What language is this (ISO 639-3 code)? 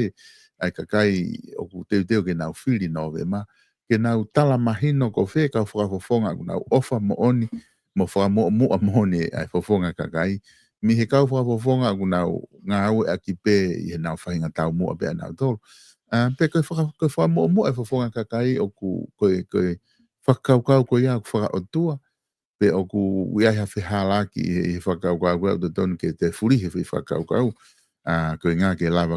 ton